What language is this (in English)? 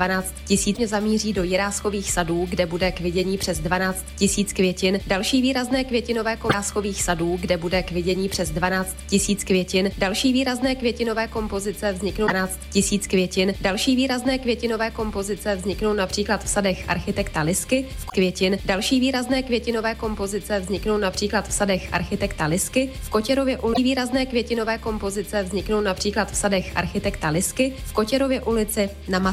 Czech